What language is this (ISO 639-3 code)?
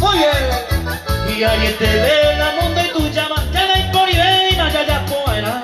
grn